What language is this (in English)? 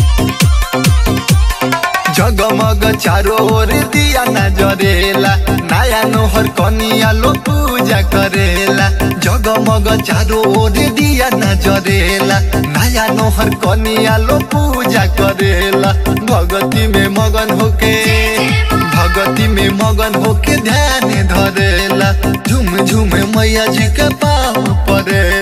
Bhojpuri